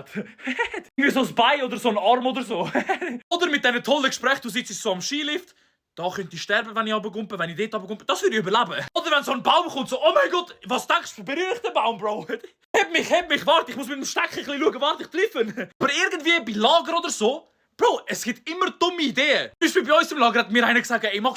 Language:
Swiss German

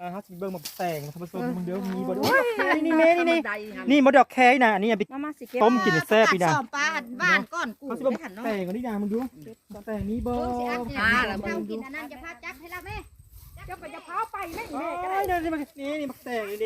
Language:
Lao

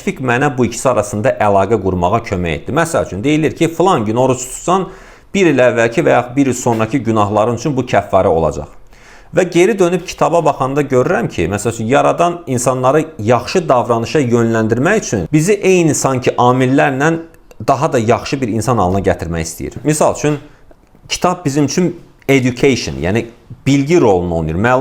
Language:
Azerbaijani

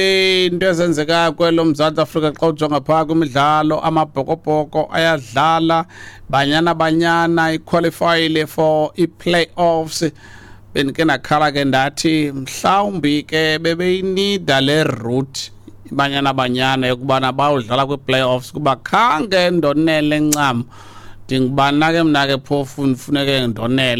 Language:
Xhosa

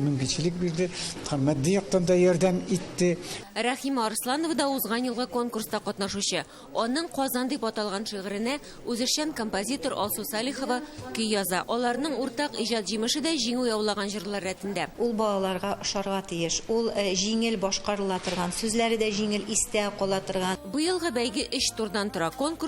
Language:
Tatar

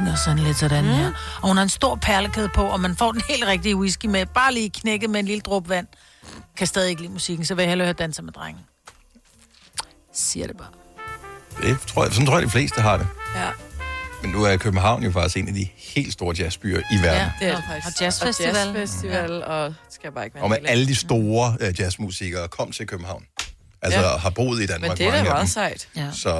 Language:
Danish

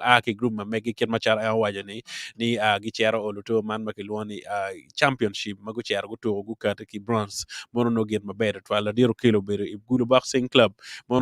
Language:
Acoli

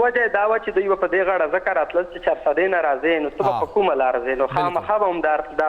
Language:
Pashto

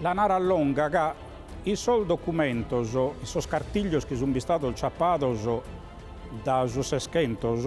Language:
Sardinian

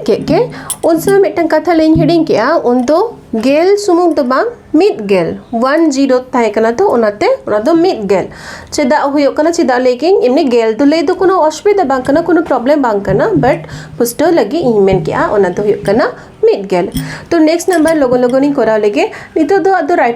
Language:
Santali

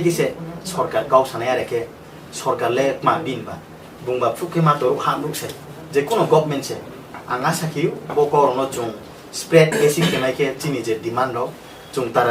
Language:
Riang (India)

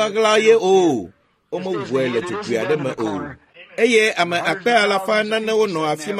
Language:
Ewe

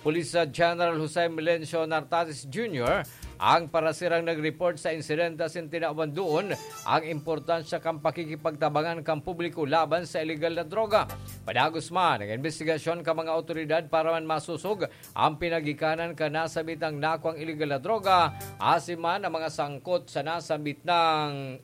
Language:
Bikol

